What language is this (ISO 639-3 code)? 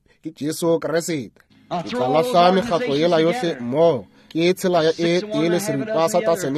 nso